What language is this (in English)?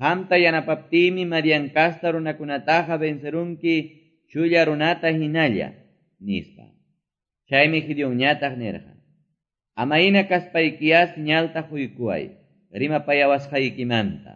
Quechua